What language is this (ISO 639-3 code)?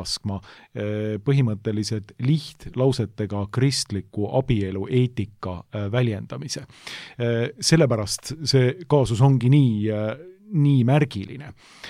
est